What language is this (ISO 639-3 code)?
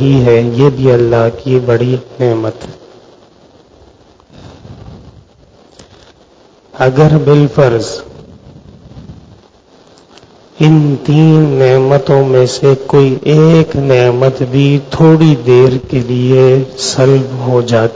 urd